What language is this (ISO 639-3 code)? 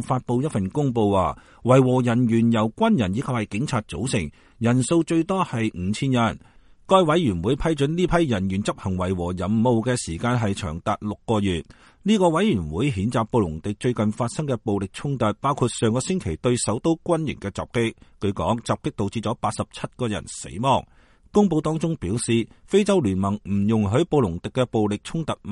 yue